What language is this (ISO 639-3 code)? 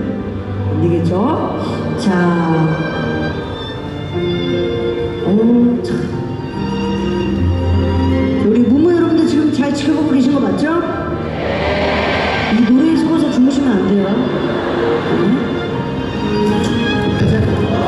kor